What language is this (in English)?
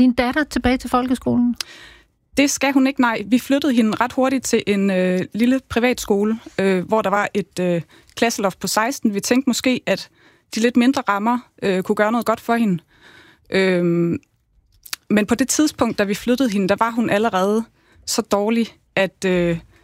Danish